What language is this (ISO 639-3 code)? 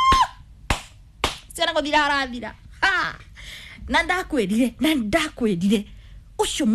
kik